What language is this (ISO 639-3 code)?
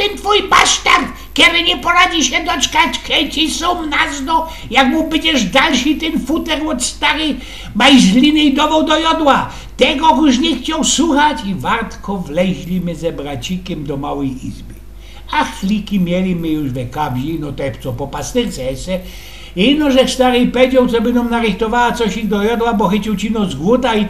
szl